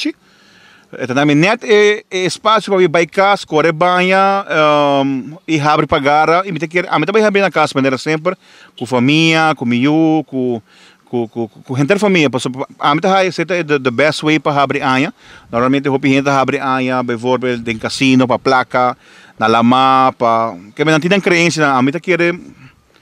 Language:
Papiamento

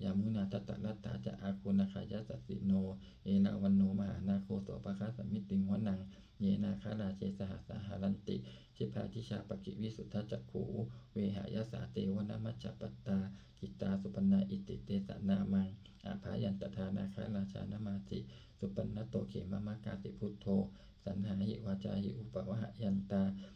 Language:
Pali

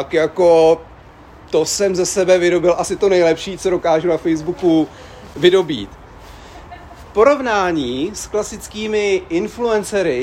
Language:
Czech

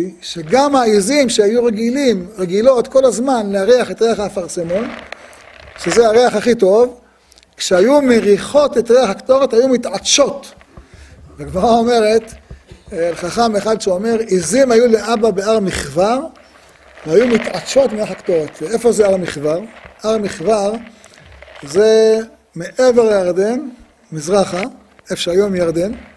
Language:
Hebrew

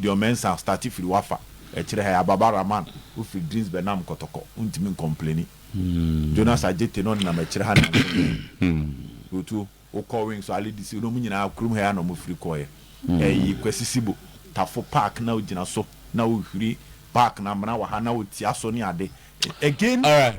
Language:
Akan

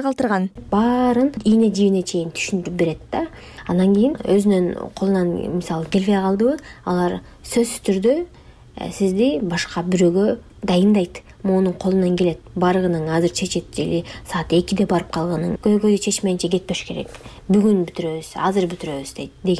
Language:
Kyrgyz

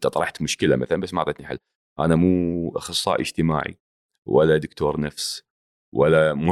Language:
Gulf Arabic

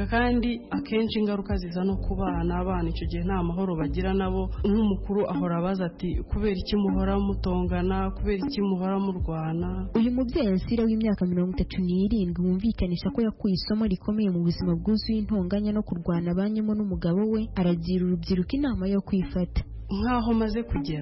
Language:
Kinyarwanda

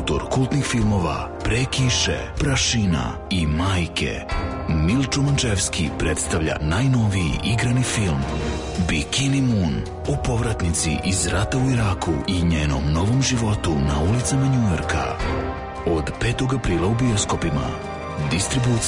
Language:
Serbian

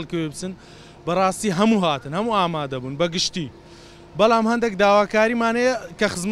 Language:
Central Kurdish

